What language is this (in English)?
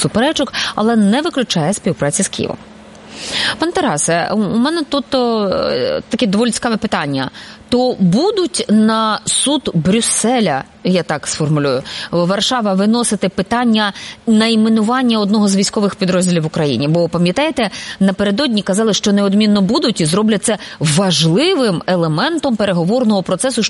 Ukrainian